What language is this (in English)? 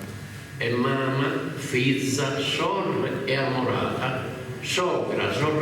Sardinian